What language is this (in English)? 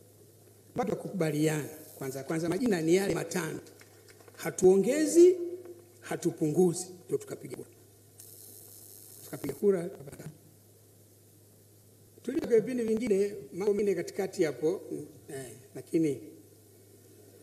Swahili